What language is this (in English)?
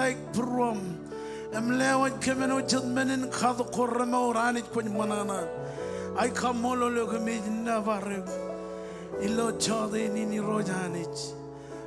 Marshallese